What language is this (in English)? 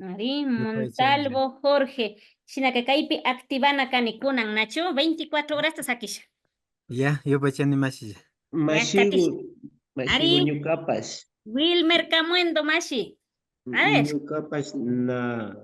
Imbabura Highland Quichua